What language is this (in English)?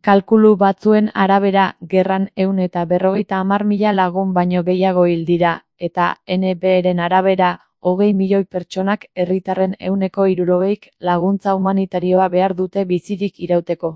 Basque